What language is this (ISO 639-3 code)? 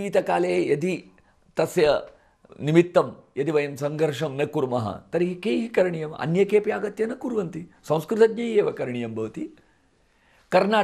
san